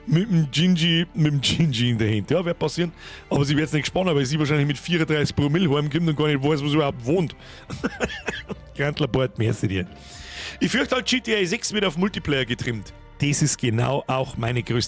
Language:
Bavarian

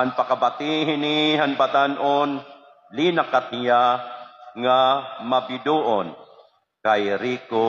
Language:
Waray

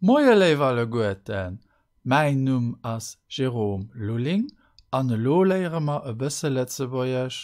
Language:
Luxembourgish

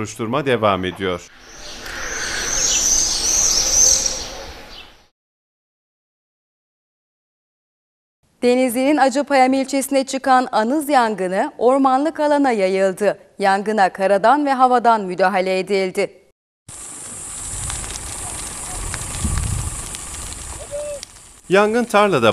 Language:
Turkish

